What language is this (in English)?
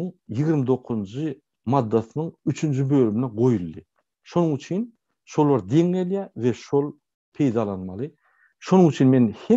Turkmen